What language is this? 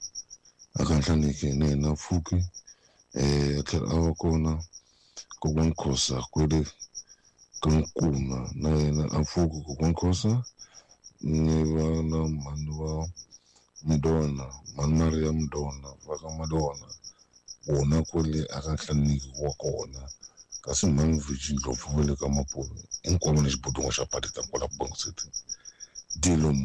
Tsonga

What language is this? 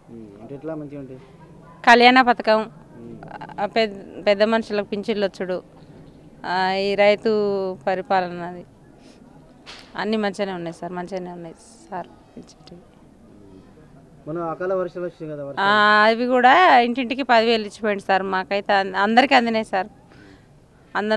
Telugu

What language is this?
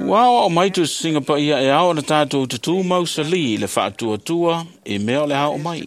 Samoan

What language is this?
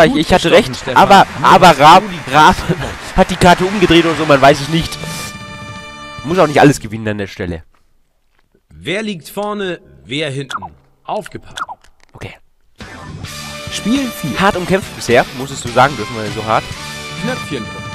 German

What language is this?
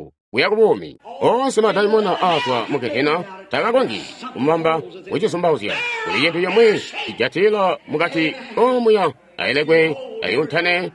Tonga (Zambia)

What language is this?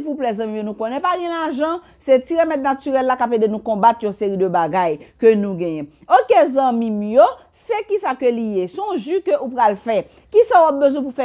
Haitian Creole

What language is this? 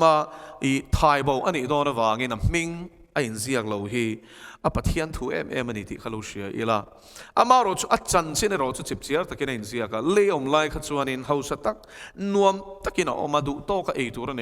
Mizo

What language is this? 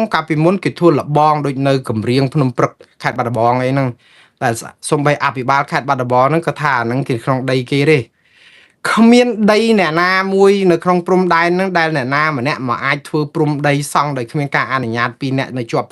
Khmer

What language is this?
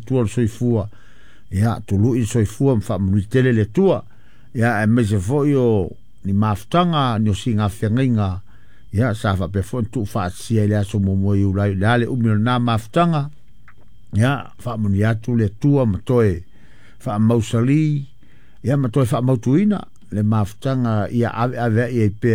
Samoan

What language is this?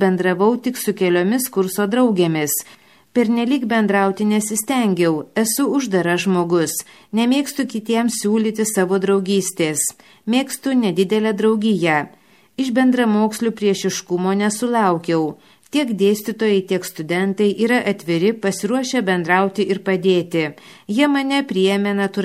Lithuanian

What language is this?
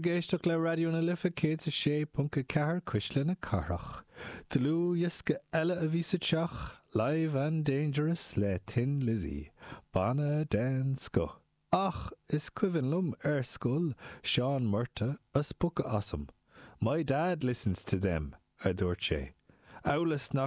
Irish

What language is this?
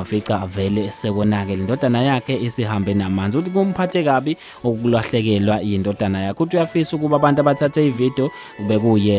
Zulu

